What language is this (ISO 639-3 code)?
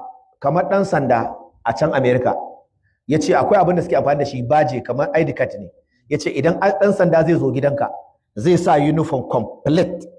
hau